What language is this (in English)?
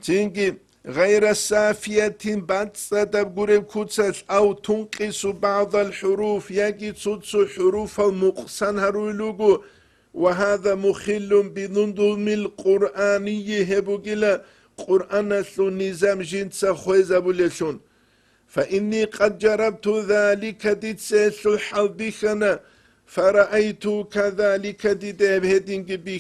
Avaric